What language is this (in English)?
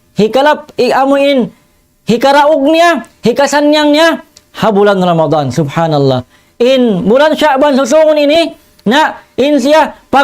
Tausug